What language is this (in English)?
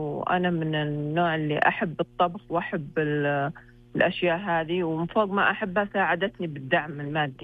Najdi Arabic